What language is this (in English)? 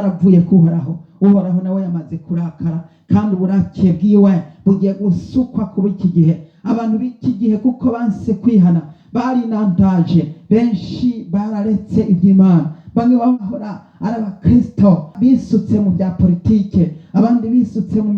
Rundi